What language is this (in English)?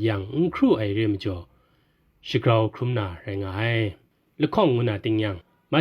Kachin